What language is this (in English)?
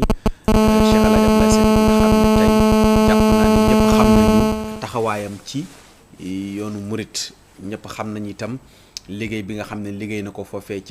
Wolof